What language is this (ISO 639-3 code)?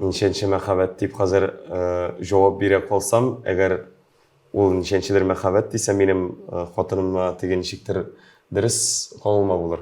tat